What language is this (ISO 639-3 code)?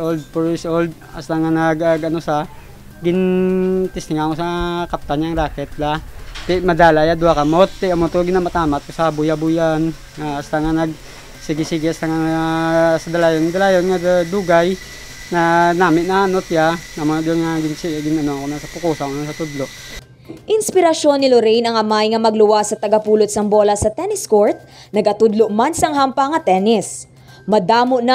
hil